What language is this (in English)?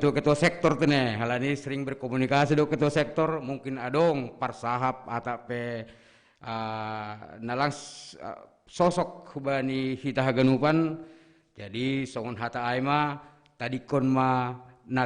Batak Simalungun